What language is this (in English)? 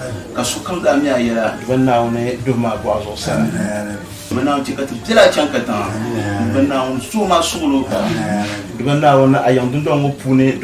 Dagbani